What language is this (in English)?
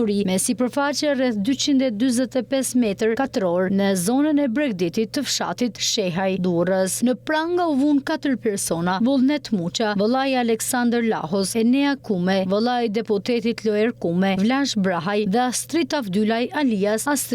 Albanian